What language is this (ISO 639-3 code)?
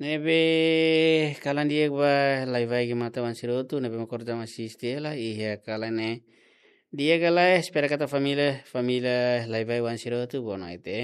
tet